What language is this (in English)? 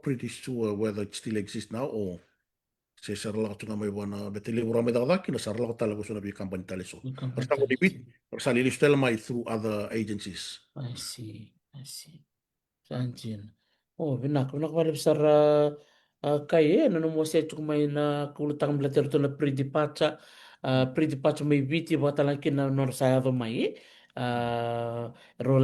Fijian